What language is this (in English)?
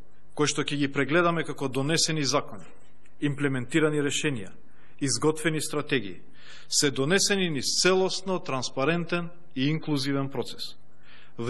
Macedonian